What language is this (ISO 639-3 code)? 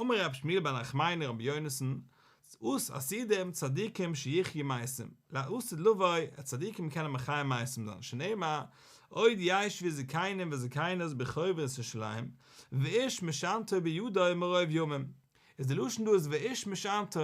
yid